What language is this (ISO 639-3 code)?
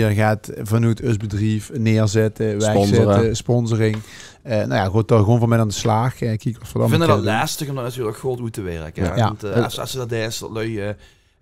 lim